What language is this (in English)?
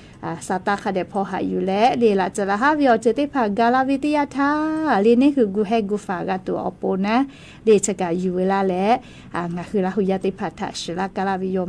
Lahu